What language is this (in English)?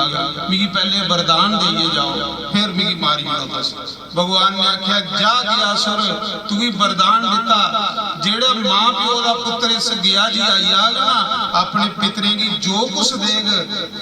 Dogri